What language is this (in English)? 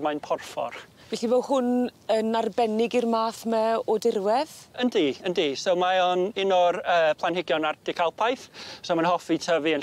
Welsh